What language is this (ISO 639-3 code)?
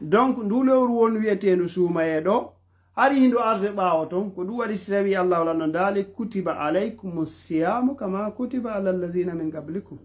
ful